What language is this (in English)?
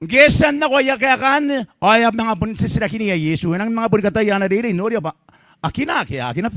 Gilbertese